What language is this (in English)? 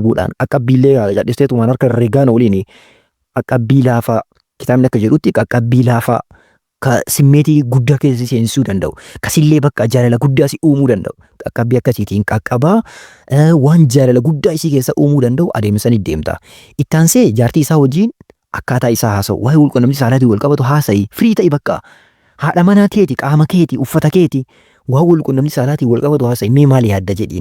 Oromo